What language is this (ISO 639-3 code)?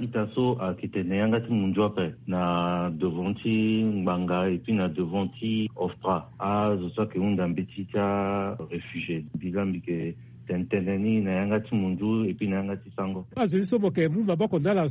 sag